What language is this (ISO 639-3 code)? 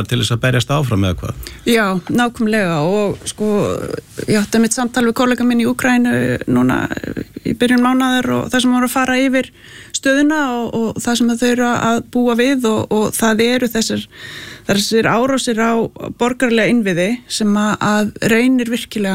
isl